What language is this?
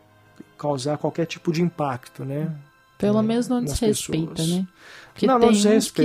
Portuguese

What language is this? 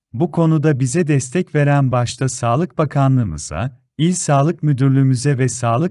Turkish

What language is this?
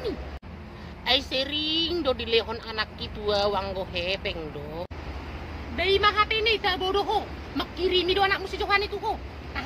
Batak Toba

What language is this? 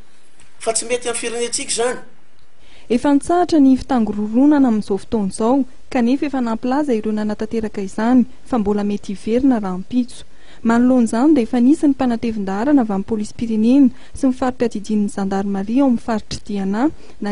Malagasy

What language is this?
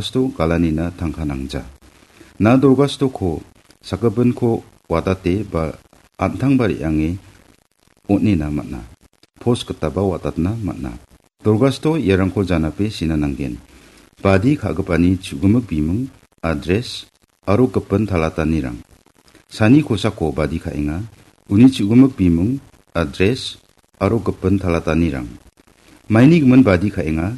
Garo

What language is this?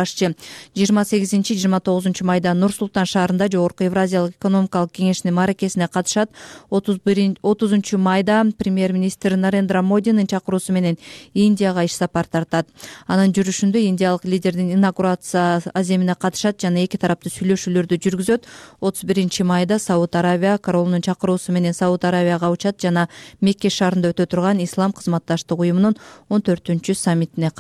Kyrgyz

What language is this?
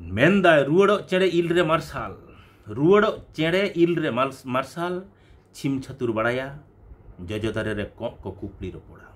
Santali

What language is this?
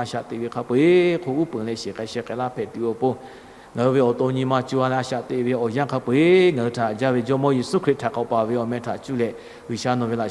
Lahu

